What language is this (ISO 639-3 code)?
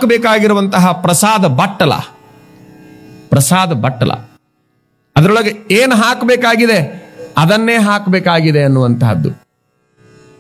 kan